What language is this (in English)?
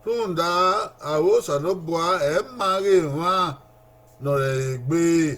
Bini